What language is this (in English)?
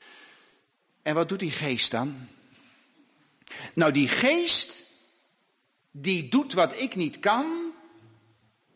Dutch